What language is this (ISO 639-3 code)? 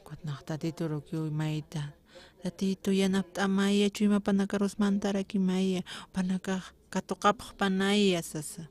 aym